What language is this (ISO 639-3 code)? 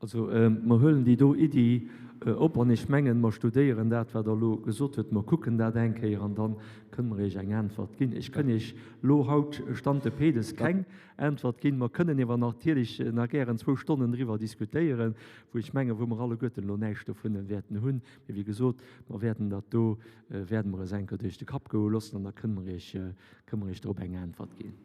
ltz